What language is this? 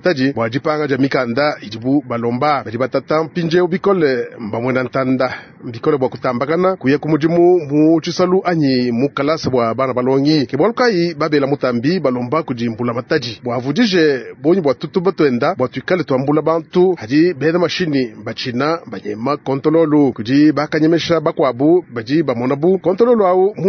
Luba-Lulua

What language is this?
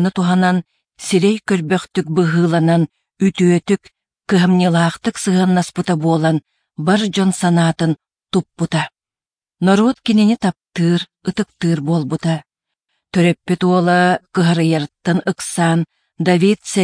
Yakut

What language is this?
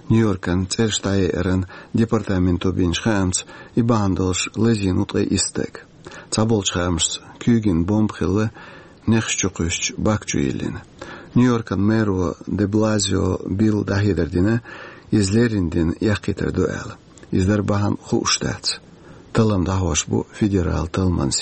Chechen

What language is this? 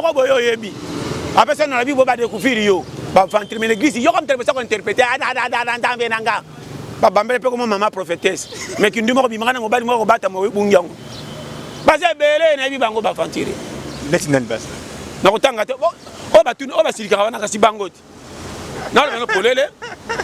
Lingala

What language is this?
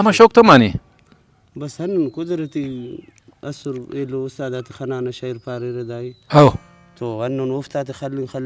Brahui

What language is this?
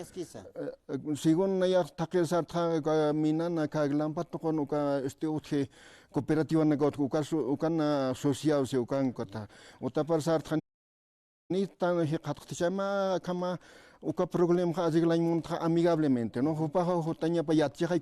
Aymara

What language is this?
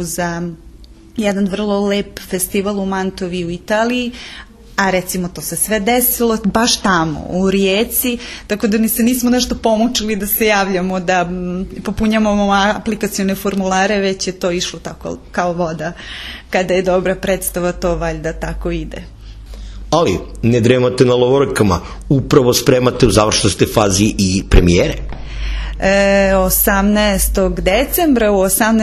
Serbian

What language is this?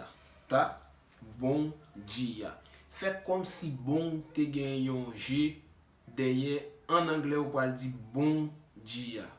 Haitian Creole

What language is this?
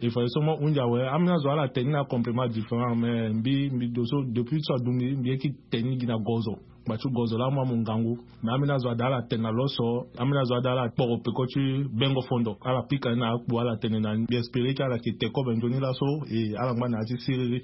Sango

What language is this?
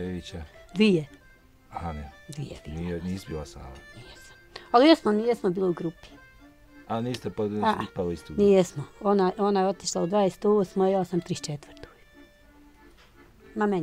Bosnian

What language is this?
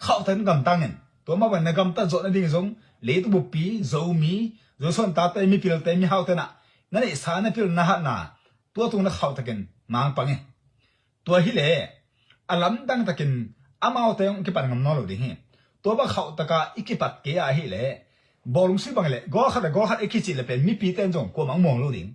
Tedim Chin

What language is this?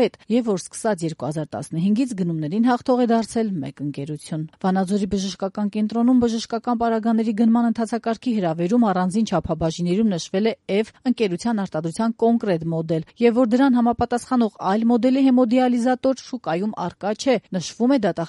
Armenian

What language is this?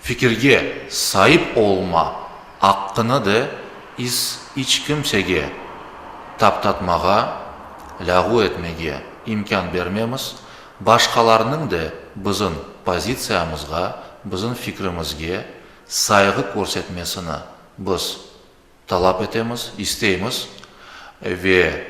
Crimean Tatar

